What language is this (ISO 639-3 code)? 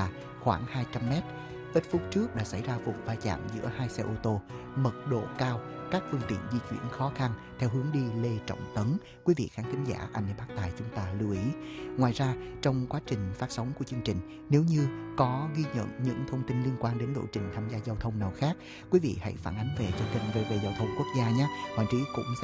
vie